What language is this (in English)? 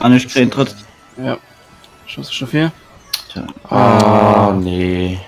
Luxembourgish